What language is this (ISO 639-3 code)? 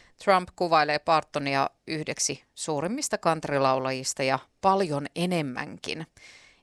fin